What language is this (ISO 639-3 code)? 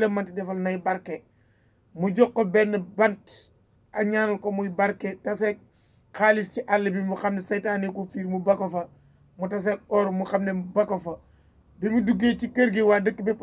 wol